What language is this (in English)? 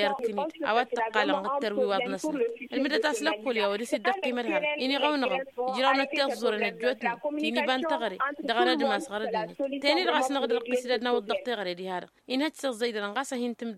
Tamasheq